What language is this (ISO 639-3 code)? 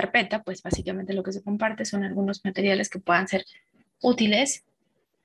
spa